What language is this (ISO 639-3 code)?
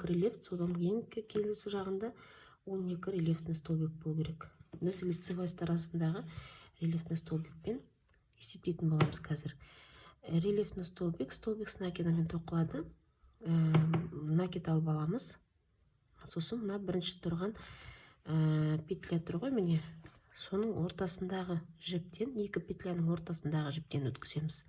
kaz